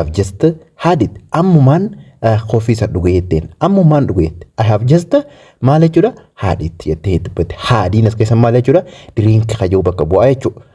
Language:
Oromo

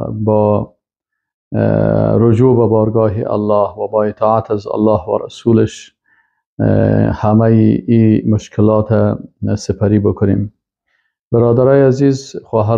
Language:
Persian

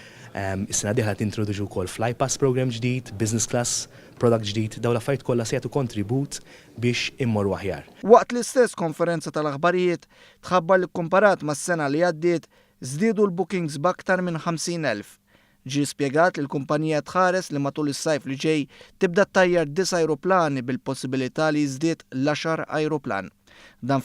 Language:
Maltese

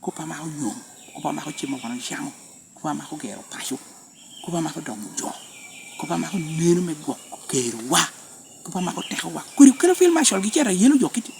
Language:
Lango (Uganda)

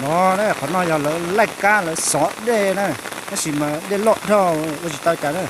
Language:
Hmong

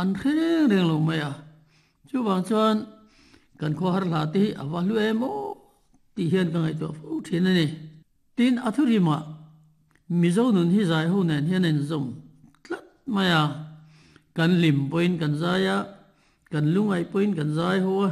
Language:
Mizo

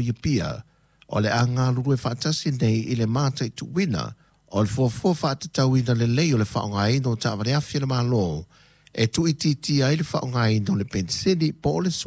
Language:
Samoan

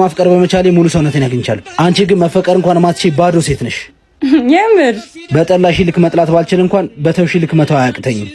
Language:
Amharic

